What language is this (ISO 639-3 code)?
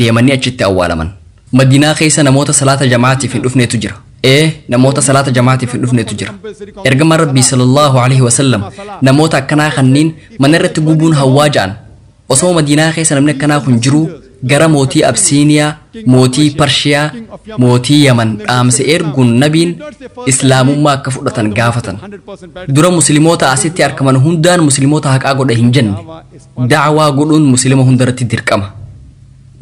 orm